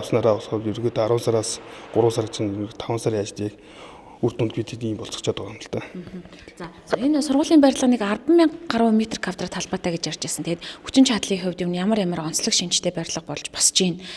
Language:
Mongolian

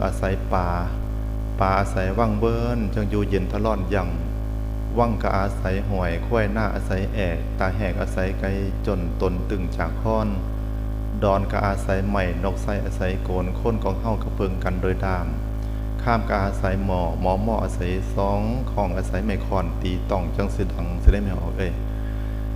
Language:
Northeastern Thai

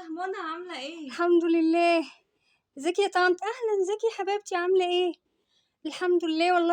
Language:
Egyptian Arabic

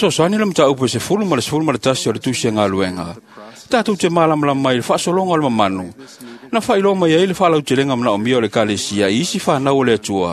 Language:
Samoan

